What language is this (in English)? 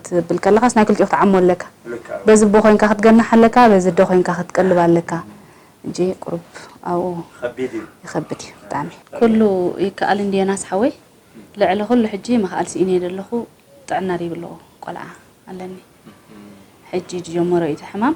Tigrinya